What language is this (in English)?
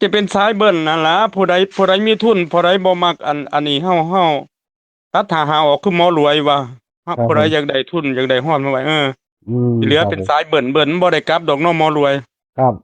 Northeastern Thai